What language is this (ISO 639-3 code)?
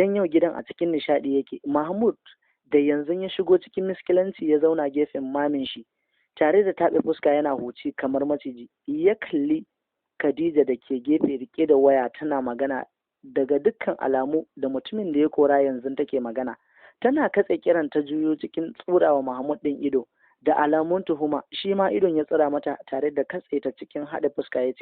hau